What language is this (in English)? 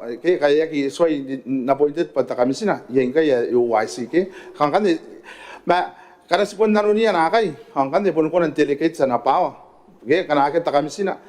Gilbertese